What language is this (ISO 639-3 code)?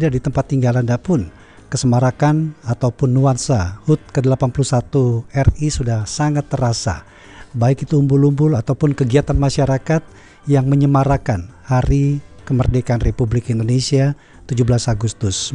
ind